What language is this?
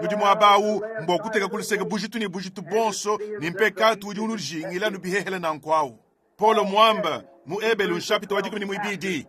Luba-Lulua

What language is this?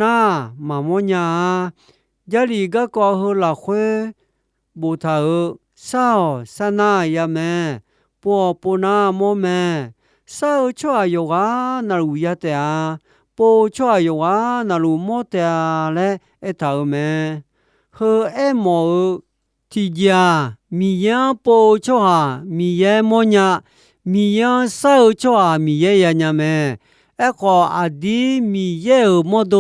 Akha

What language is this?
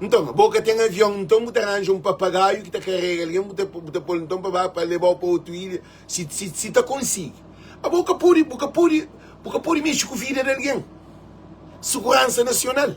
Kabuverdianu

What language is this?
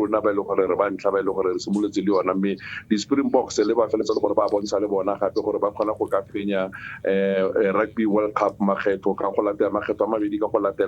Tswana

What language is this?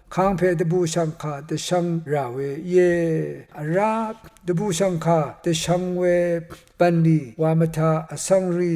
Rawang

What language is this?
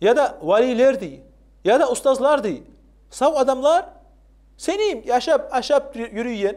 Kumyk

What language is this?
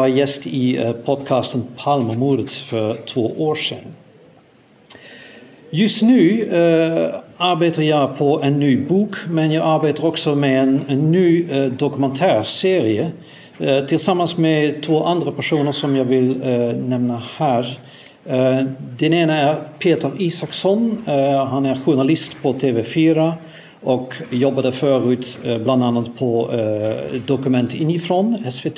Swedish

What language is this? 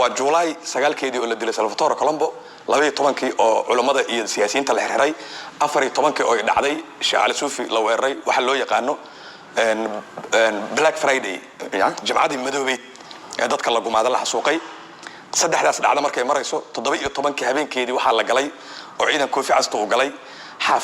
Somali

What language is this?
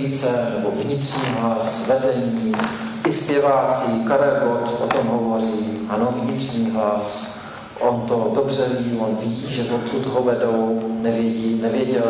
Czech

